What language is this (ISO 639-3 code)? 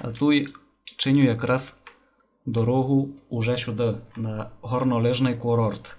rue